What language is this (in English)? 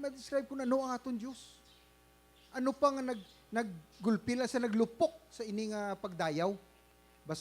Hiligaynon